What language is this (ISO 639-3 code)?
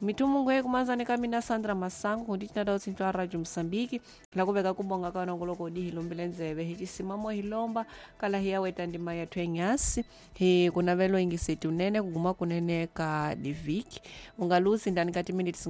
tso